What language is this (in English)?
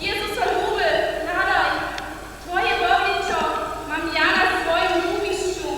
Upper Sorbian